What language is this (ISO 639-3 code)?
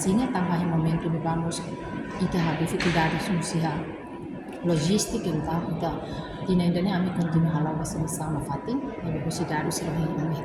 tet